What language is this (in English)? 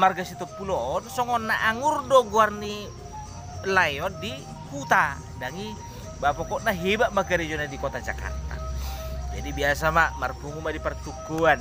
Batak Toba